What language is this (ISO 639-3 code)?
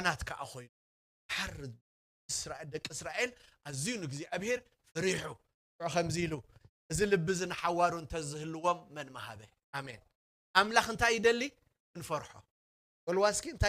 tir